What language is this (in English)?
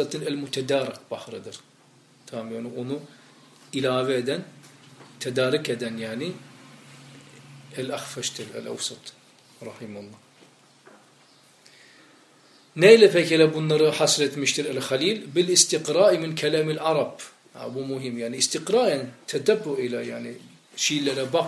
Turkish